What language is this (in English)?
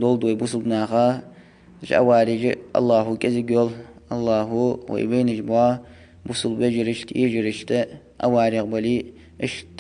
Ingush